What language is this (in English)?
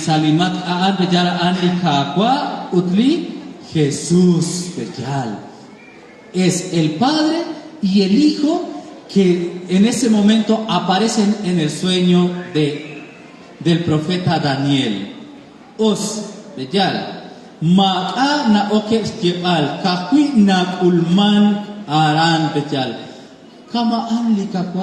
Kekchí